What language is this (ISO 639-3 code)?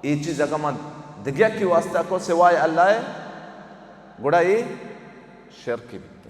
bal